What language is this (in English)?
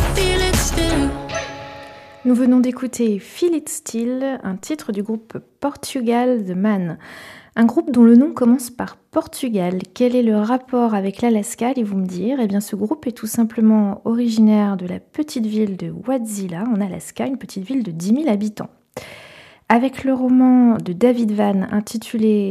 French